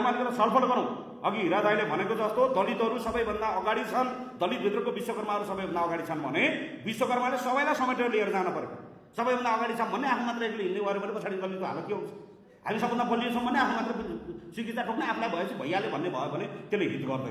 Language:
Nepali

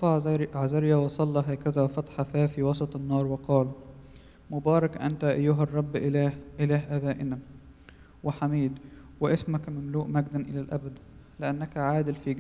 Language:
Arabic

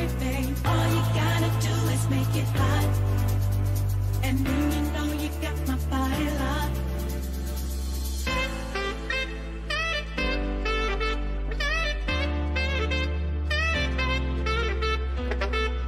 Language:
Spanish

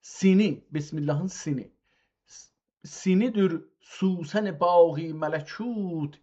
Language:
South Azerbaijani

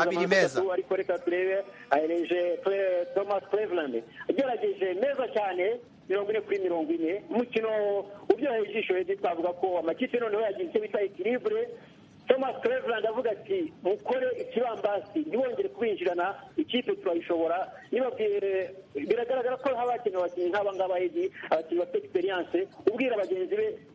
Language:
Kinyarwanda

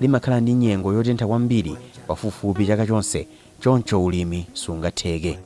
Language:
Nyanja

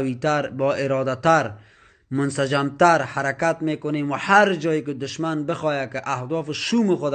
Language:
Tajik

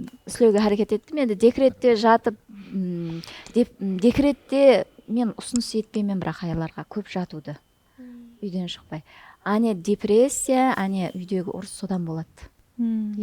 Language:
Kara-Kalpak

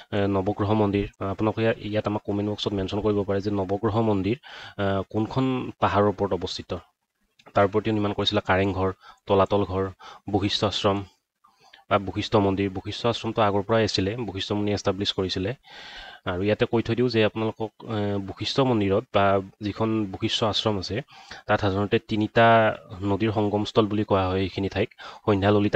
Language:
Assamese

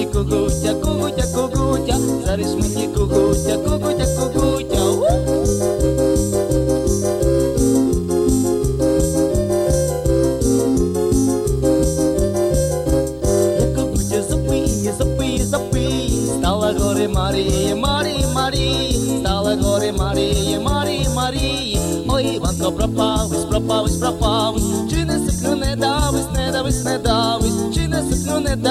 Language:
Ukrainian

